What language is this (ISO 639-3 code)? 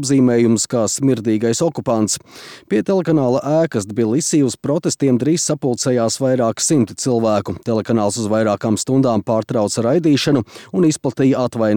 lav